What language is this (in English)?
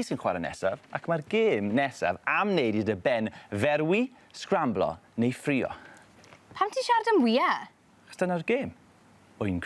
Welsh